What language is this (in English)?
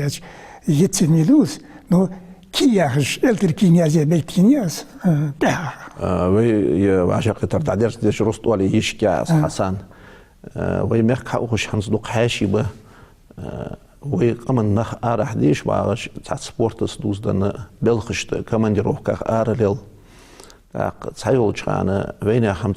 Ingush